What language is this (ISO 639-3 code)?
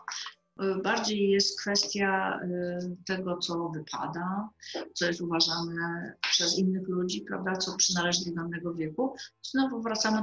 pol